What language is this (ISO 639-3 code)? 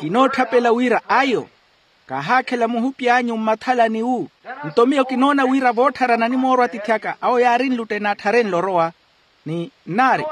vmw